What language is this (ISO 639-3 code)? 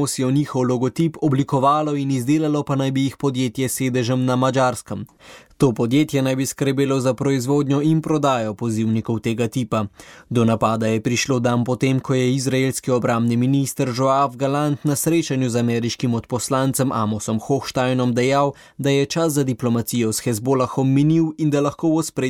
slv